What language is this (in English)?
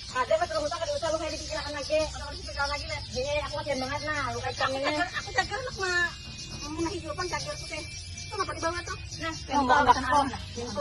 Banjar